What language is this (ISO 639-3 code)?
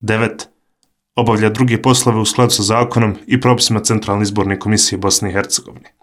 bos